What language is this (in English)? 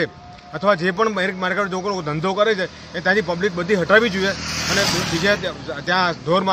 Gujarati